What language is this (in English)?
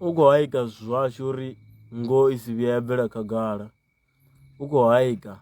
Venda